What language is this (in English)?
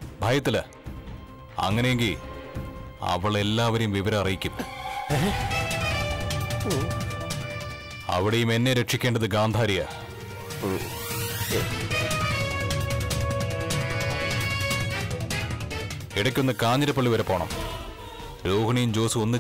Malayalam